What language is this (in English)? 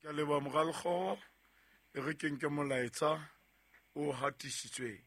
Southern Sotho